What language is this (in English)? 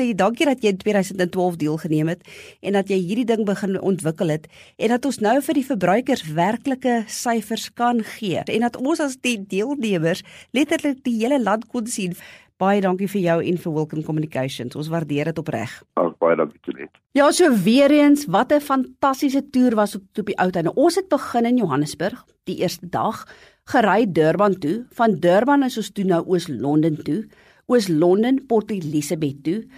Afrikaans